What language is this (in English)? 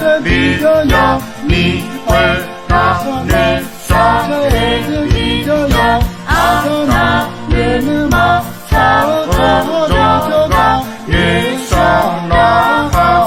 Akha